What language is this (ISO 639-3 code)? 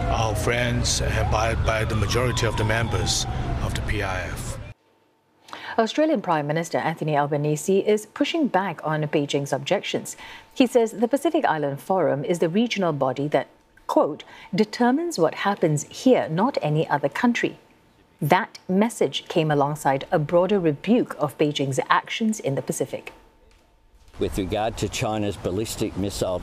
eng